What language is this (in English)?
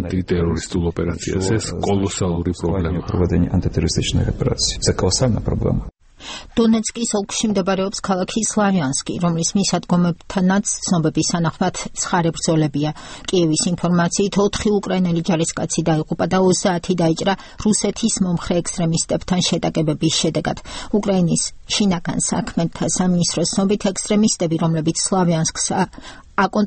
Georgian